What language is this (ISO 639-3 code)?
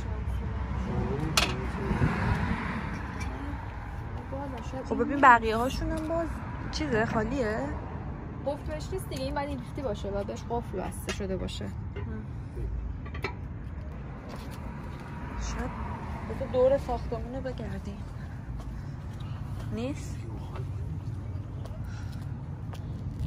fas